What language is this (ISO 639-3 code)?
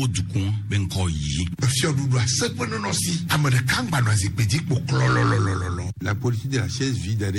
gej